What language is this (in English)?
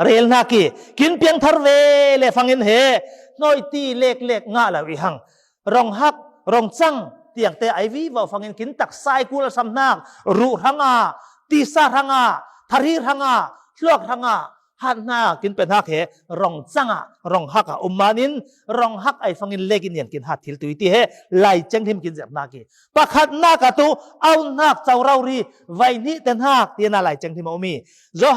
Falam Chin